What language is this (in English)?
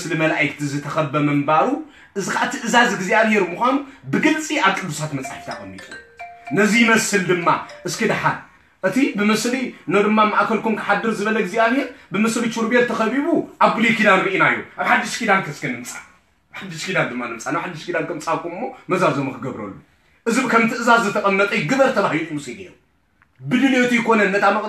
Tigrinya